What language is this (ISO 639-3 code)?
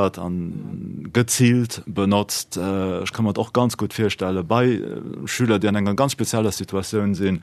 ltz